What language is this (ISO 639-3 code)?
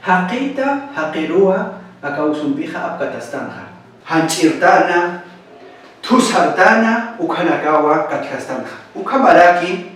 aym